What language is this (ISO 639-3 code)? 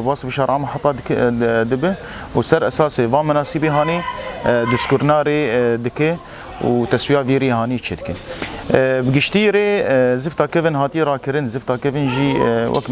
kur